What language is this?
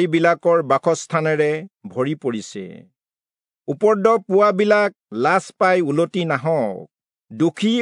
Assamese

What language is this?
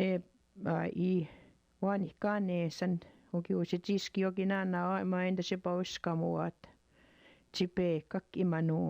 Chippewa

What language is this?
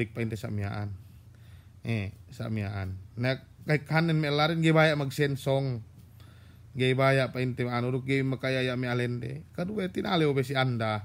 Yakan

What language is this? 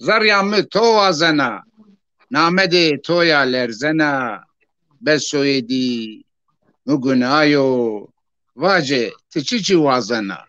Zaza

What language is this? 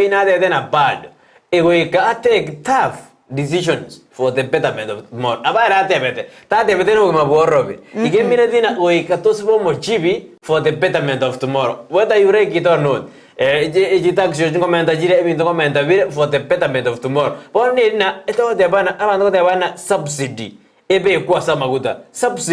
Gusii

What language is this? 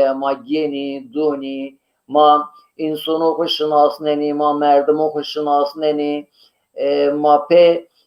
Zaza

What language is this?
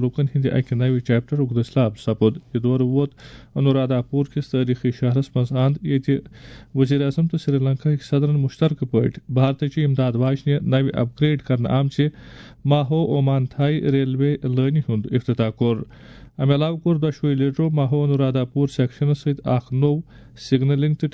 Kashmiri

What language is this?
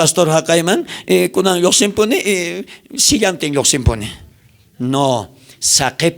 South Bolivian Quechua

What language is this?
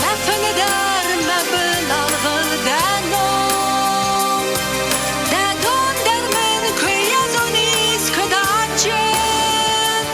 Ossetic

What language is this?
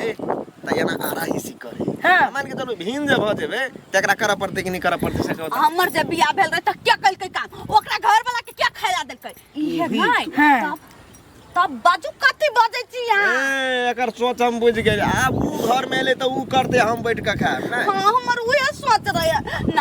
Maithili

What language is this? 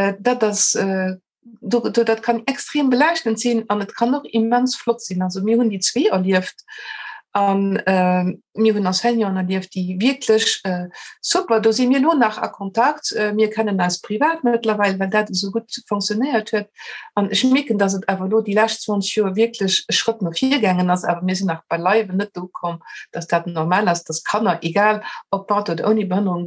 Luxembourgish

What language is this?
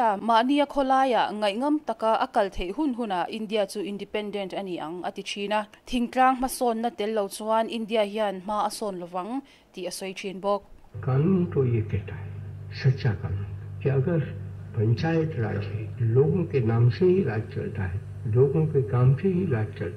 Mizo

